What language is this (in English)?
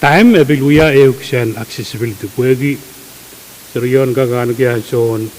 Pohnpeian